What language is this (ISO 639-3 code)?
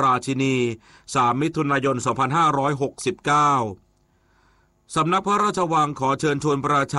tha